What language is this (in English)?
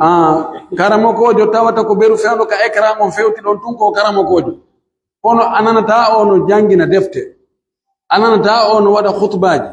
Pular